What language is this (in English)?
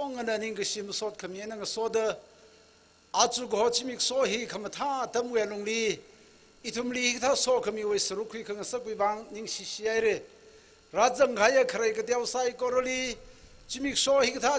Tangkhul Naga (India)